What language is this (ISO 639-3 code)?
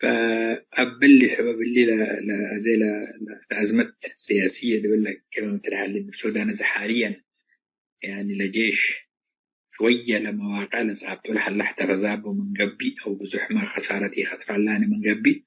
tig